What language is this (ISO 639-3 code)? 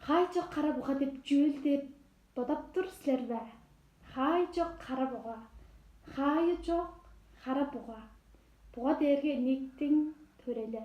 tyv